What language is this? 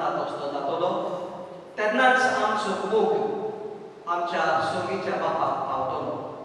Konkani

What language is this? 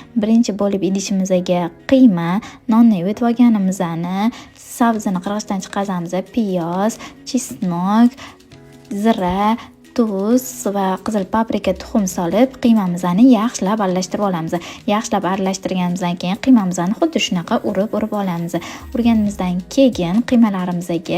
Uzbek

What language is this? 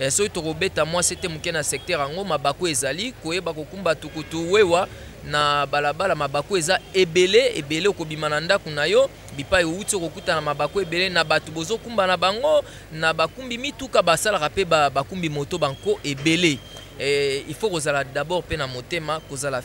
Lingala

